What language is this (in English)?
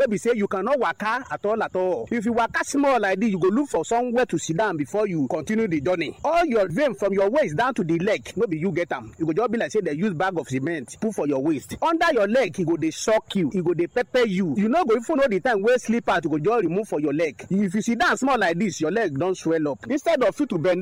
Nigerian Pidgin